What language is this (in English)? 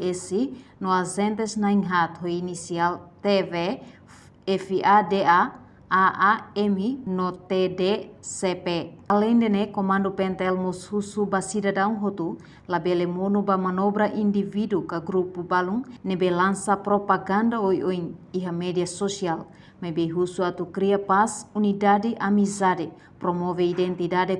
Tetum